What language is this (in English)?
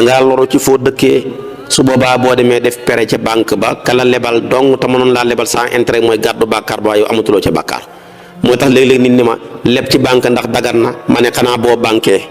Wolof